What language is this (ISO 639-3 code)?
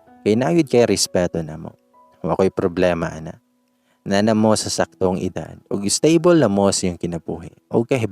ceb